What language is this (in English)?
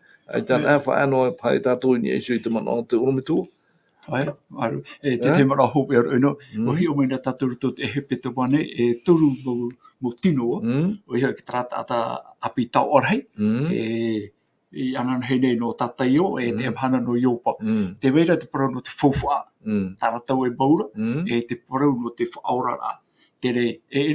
Tahitian